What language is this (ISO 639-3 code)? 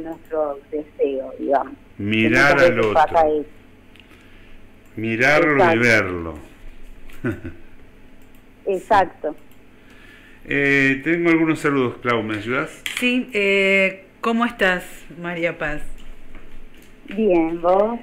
spa